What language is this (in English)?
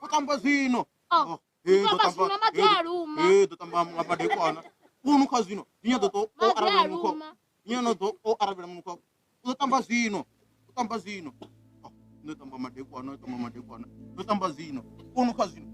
Venda